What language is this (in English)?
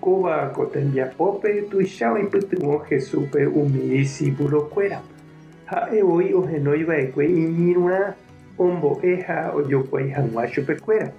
Guarani